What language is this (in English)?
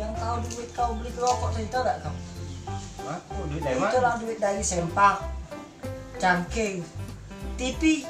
Musi